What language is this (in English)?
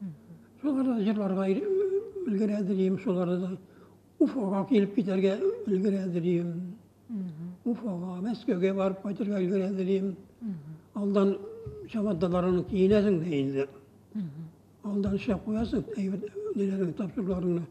Tatar